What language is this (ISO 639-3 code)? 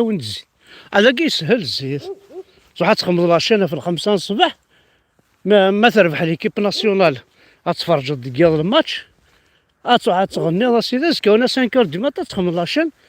kab